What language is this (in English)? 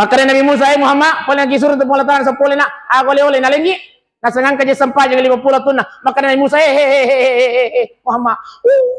Buginese